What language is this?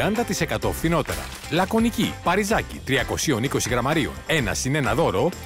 Greek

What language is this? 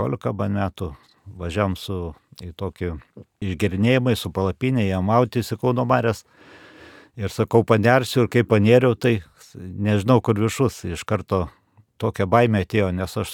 Lithuanian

